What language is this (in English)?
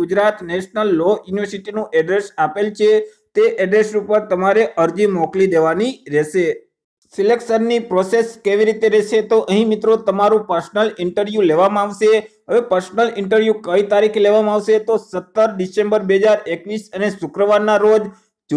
Gujarati